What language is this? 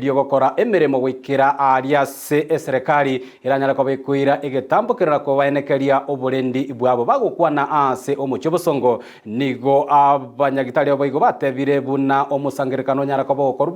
Gusii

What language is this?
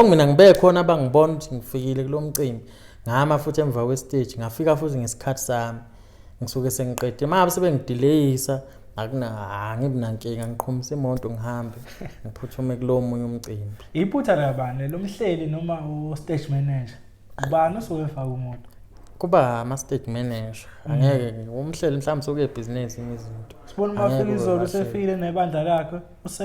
Zulu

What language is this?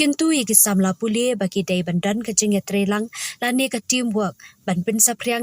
Khasi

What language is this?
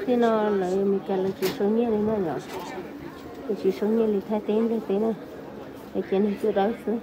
Hmong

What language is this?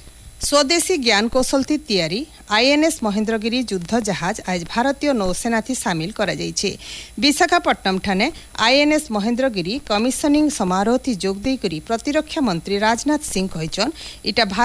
Odia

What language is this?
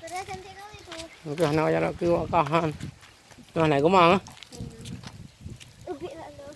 Achinese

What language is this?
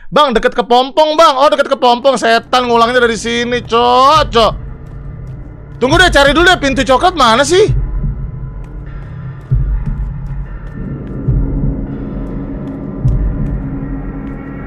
Indonesian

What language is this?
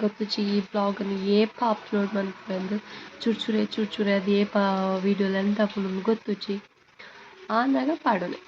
Tulu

